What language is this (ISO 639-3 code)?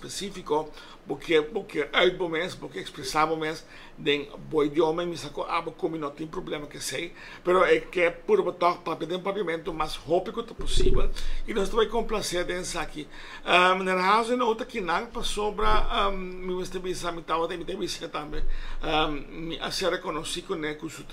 pap